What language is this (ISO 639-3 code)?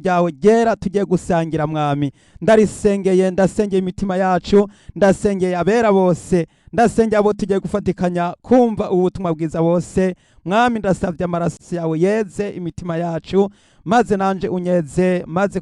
run